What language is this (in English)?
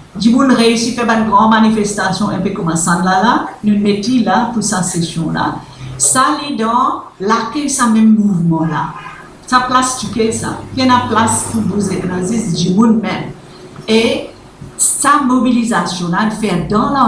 Morisyen